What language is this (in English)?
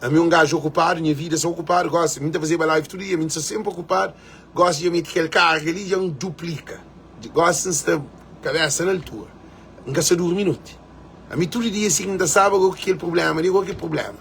Kabuverdianu